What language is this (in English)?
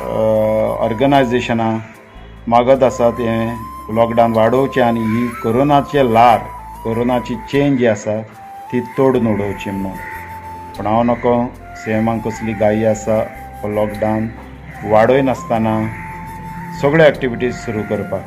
Konkani